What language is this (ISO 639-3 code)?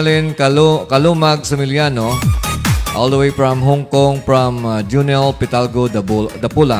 hil